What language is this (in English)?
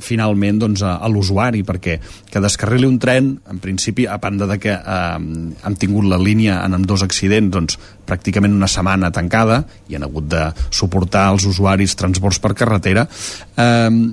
Catalan